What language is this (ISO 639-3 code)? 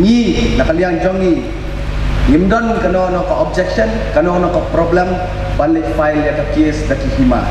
kha